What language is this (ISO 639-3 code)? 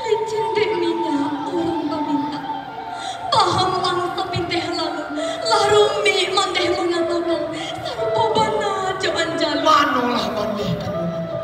min